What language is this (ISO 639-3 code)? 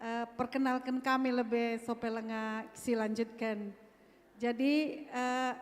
btx